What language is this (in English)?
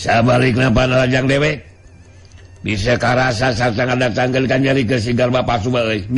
Sundanese